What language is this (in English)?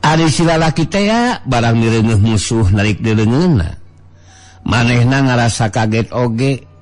Sundanese